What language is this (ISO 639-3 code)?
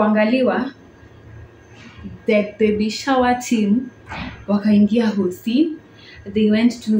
swa